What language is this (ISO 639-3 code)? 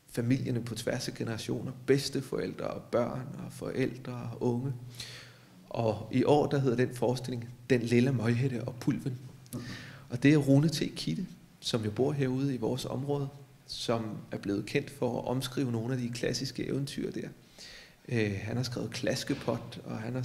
dan